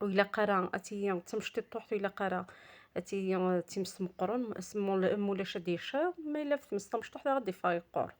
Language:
Kabyle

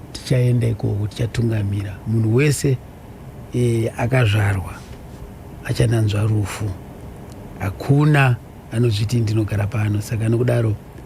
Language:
Shona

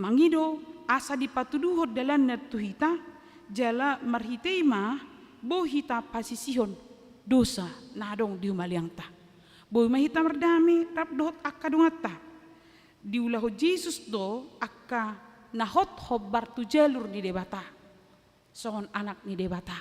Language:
Batak Toba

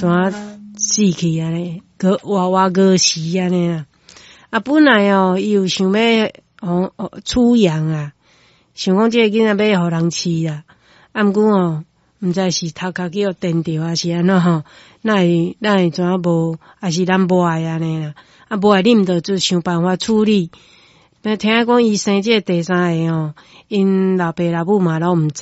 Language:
Min Nan Chinese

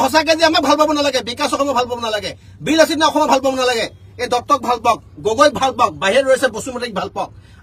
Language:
Assamese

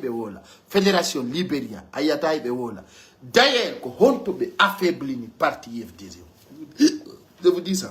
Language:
Pular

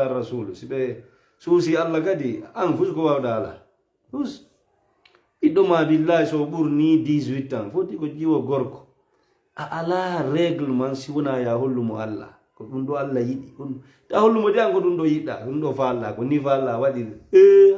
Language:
Fula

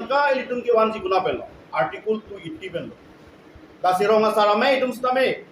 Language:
Karbi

